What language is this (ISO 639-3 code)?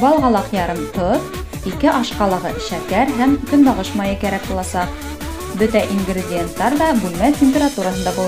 bak